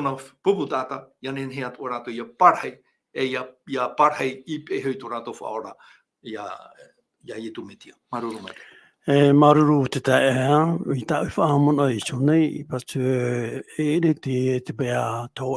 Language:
Tahitian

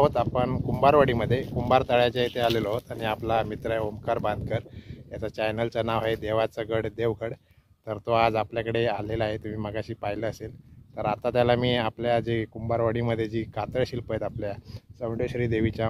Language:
Marathi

